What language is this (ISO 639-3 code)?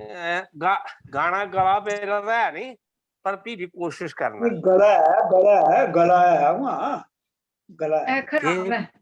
doi